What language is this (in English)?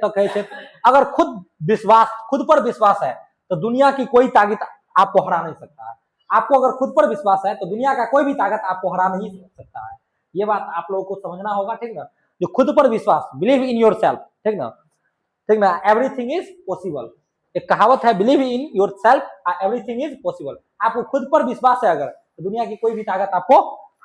Maithili